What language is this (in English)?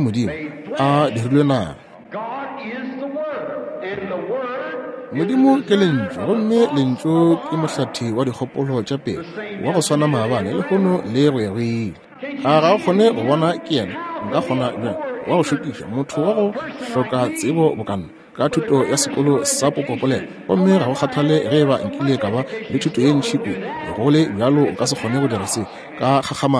Northern Sotho